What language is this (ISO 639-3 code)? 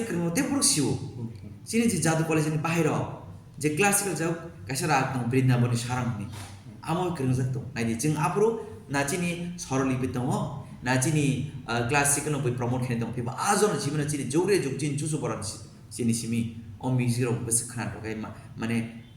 trp